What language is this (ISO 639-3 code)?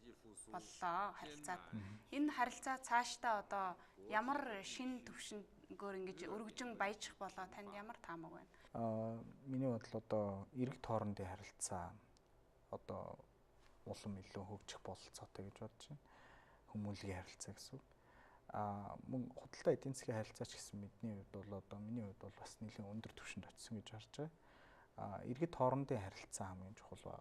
mon